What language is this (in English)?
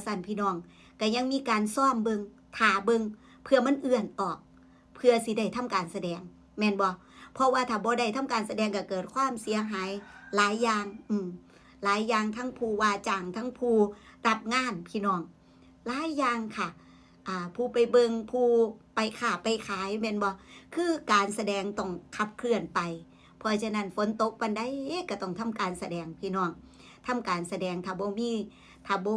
Northeastern Thai